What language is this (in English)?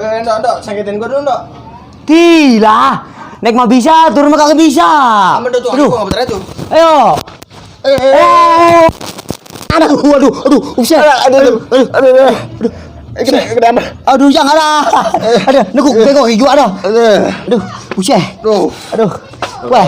Betawi